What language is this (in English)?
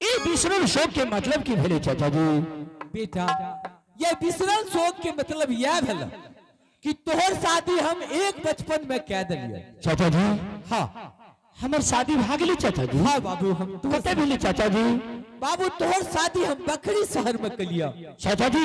Angika